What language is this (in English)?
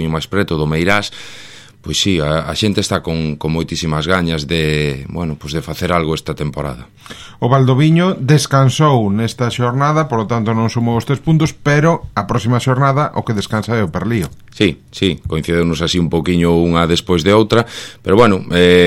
Galician